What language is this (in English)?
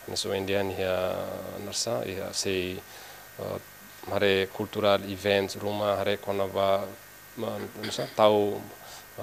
Tetum